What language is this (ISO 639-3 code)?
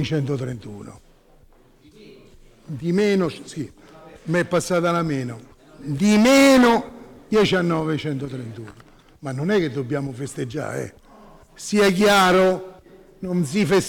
ita